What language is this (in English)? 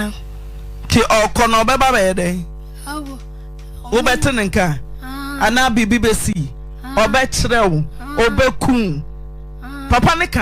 Akan